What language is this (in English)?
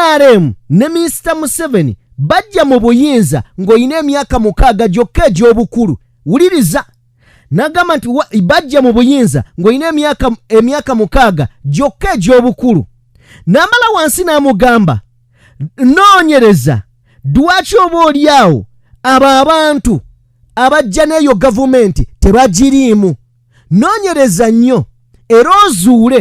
Ganda